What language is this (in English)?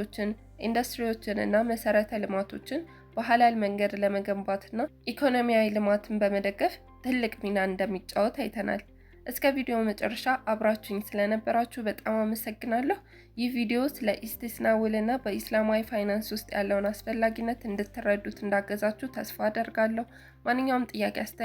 Amharic